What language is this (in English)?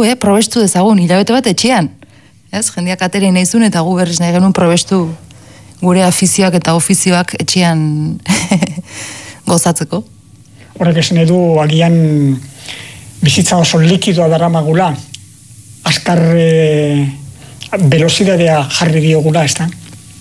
Basque